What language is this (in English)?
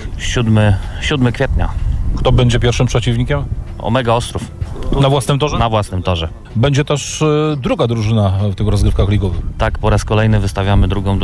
Polish